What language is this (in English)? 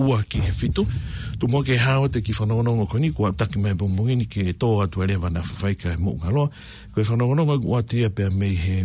Tongan